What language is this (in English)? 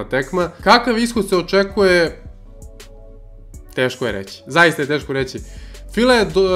Serbian